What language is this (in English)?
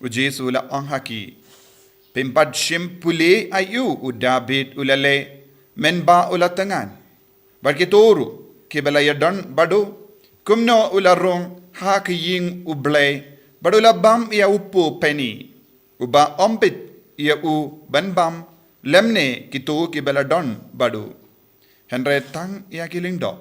Khasi